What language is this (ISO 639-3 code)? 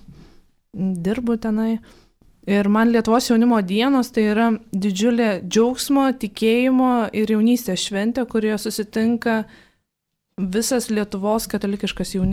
lit